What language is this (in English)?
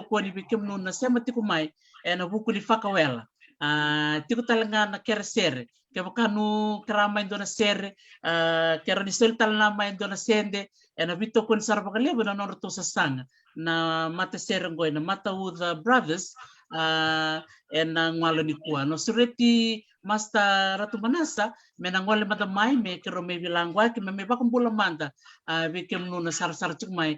Fijian